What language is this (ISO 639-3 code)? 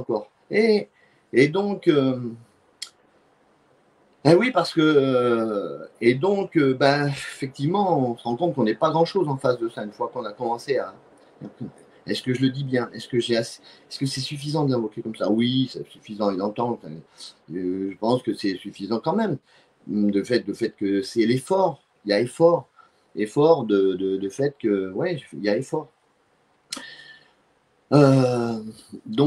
fra